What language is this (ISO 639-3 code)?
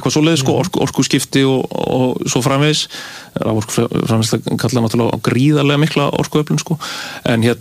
isl